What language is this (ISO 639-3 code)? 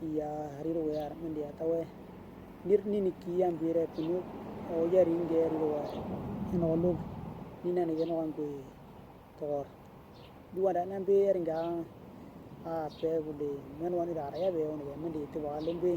dnw